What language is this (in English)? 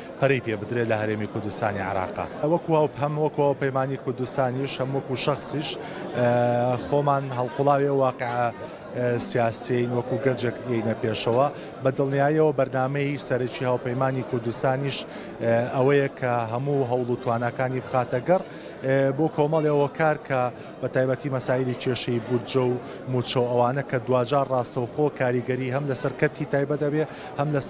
Central Kurdish